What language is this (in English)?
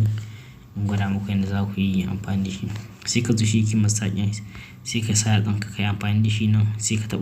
Hausa